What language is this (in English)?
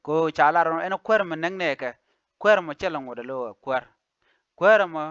Nuer